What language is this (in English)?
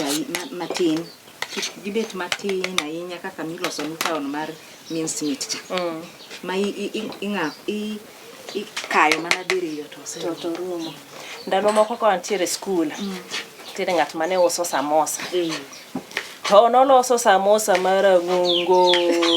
Luo (Kenya and Tanzania)